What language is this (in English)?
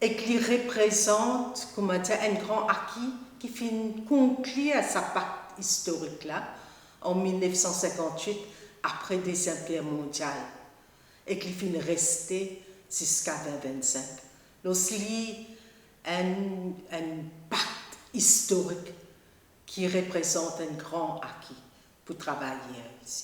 Morisyen